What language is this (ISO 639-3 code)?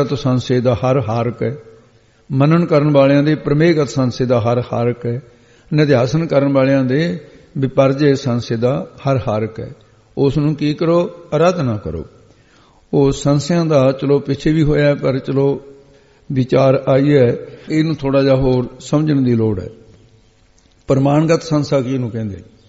pan